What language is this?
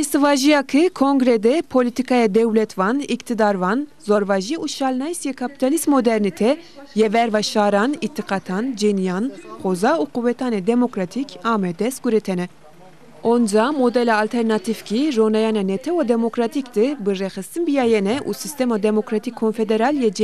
Zaza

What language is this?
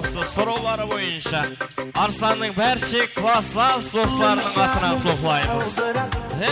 Kara-Kalpak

